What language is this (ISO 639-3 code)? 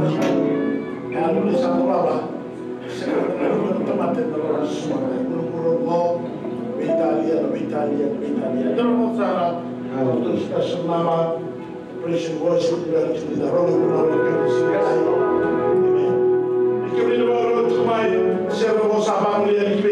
fij